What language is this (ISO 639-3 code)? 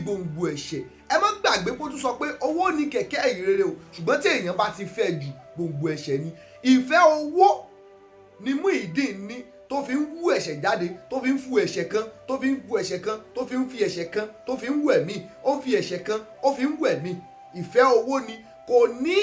yor